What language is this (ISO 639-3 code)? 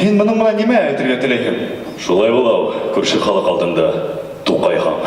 bak